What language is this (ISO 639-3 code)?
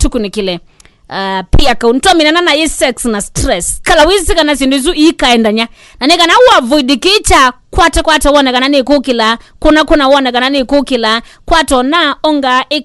kam